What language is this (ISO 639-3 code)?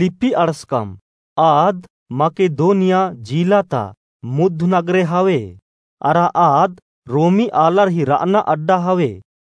kru